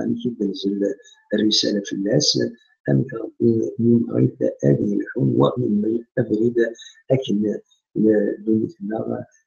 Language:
Kabyle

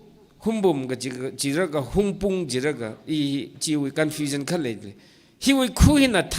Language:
Tangkhul Naga (India)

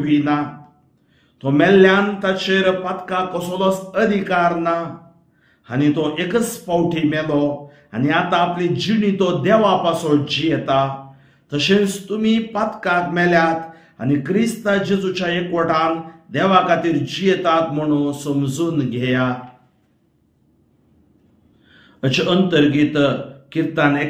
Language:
Konkani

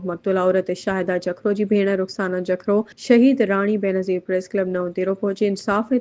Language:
Sindhi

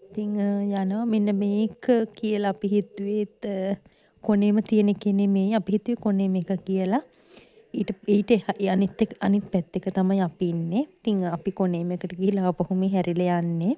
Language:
Sinhala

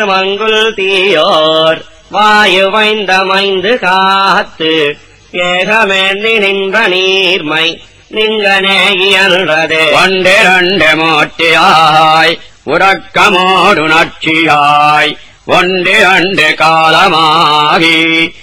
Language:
Tamil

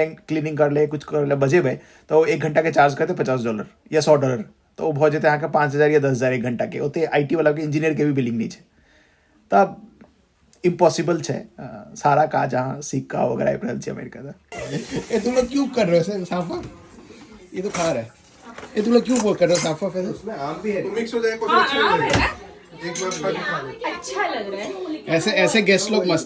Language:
Maithili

